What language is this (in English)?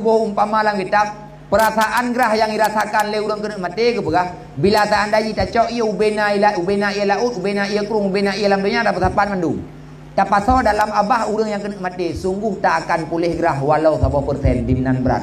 Achinese